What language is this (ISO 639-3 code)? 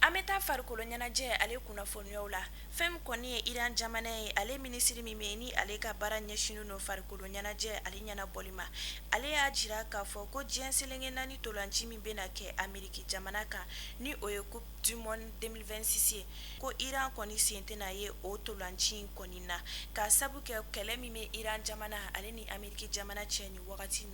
bam